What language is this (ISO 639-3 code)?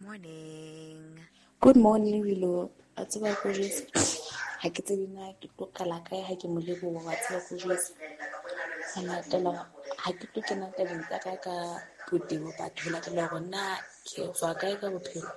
sot